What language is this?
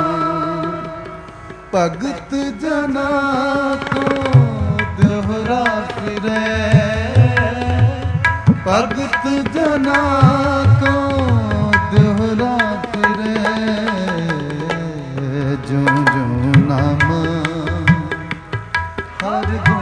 Punjabi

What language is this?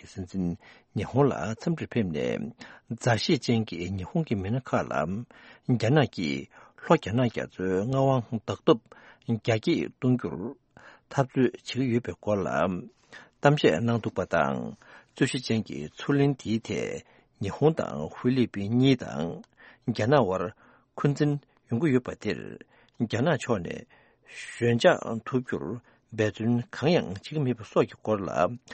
Tibetan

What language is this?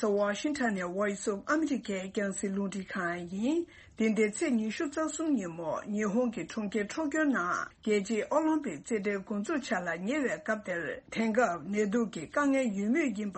Tibetan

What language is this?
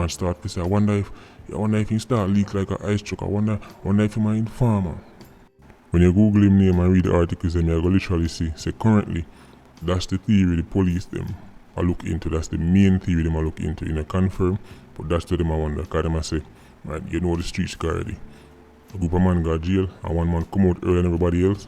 Jamaican Creole English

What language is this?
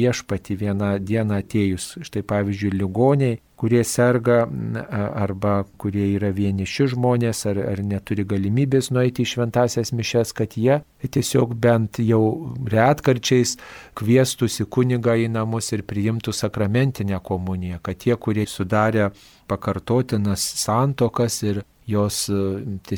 Lithuanian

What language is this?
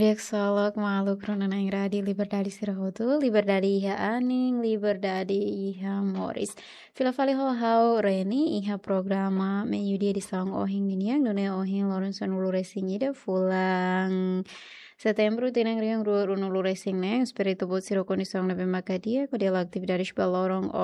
Tetum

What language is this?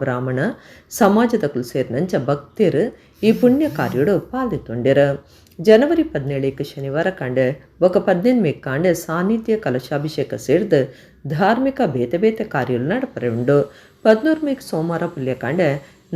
Tulu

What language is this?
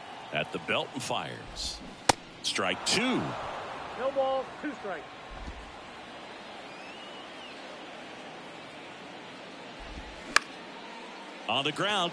English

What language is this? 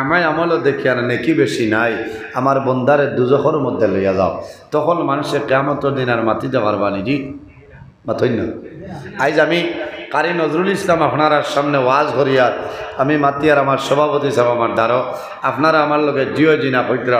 Sylheti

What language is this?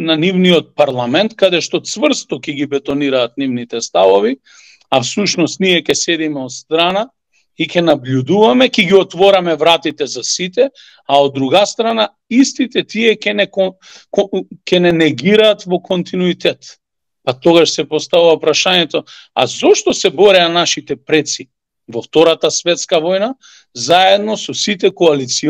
Macedonian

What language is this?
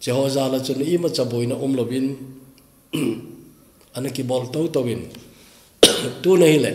Thado Chin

